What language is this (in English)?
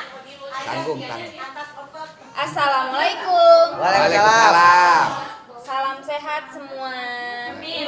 Betawi